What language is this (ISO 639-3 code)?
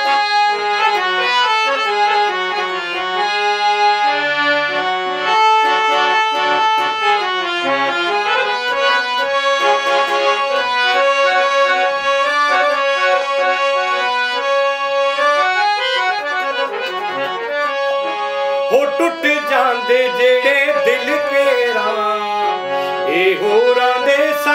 pan